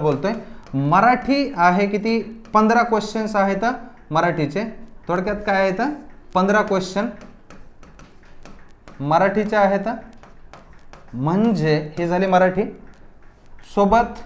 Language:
Marathi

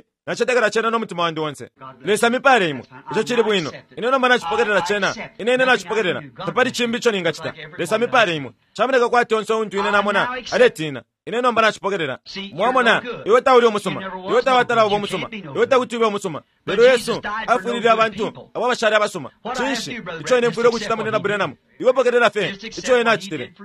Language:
Bemba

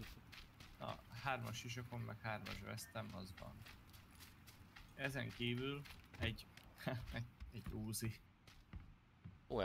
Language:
Hungarian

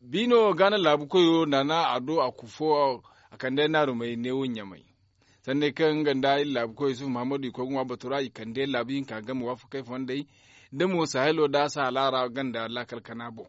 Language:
Zarma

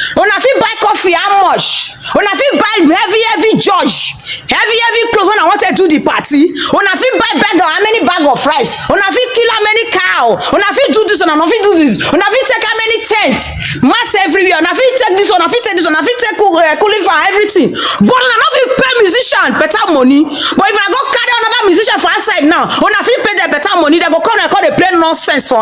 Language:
Nigerian Pidgin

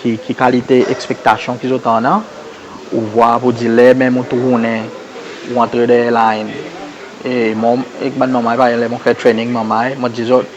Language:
Seselwa Creole French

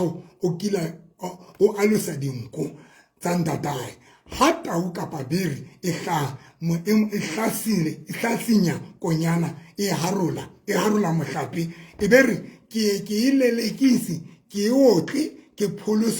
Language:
Southern Sotho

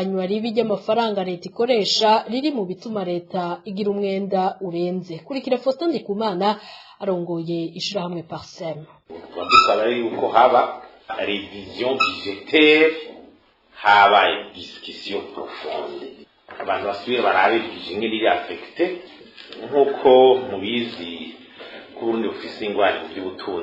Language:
Rundi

